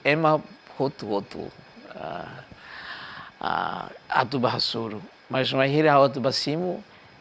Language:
Tetum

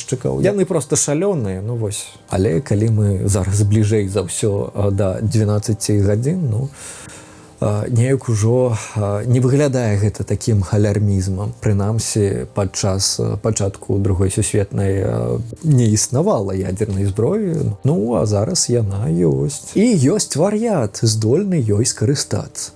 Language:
Belarusian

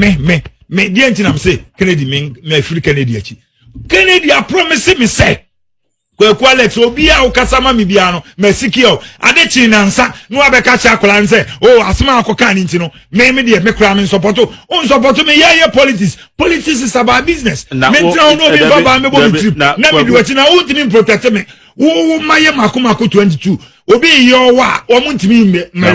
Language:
Akan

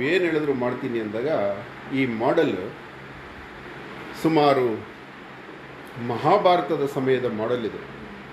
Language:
Kannada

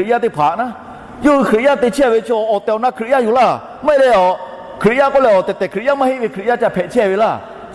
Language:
Lahu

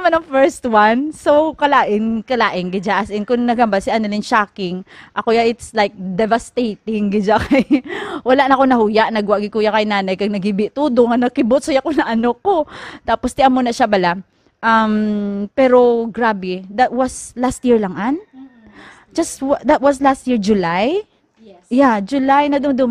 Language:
Hiligaynon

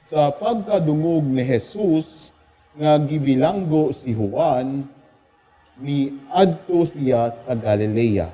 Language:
Cebuano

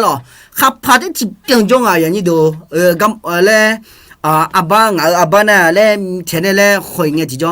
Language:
Akha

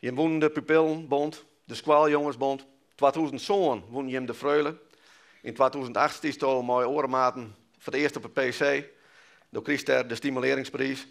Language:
Western Frisian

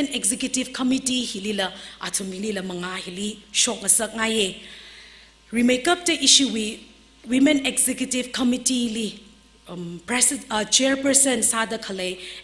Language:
Tangkhul Naga (India)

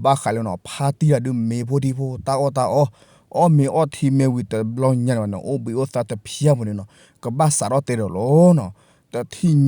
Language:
S'gaw Karen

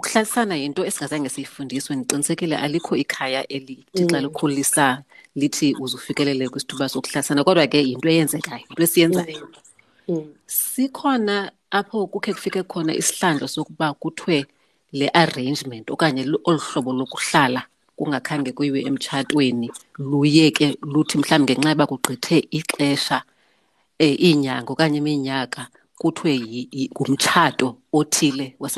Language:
Xhosa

